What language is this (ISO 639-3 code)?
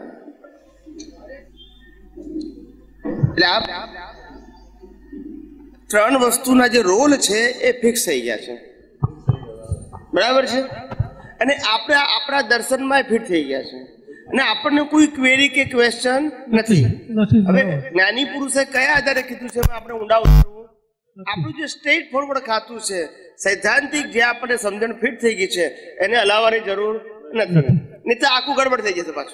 guj